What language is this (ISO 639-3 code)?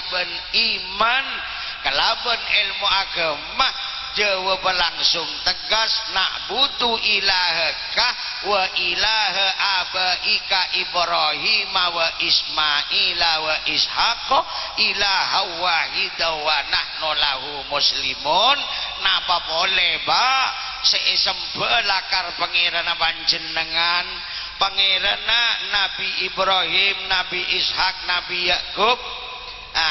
mad